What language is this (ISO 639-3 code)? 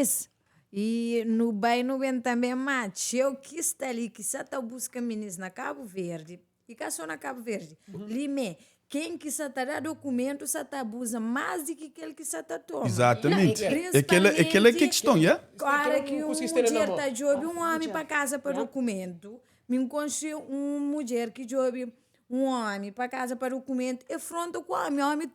kea